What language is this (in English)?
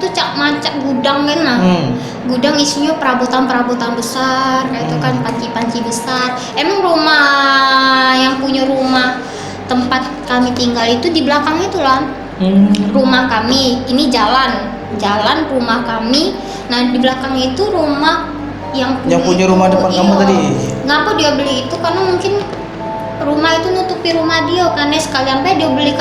Musi